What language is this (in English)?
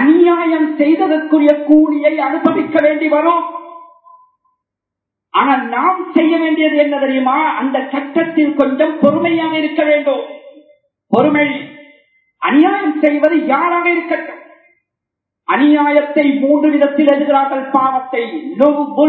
Tamil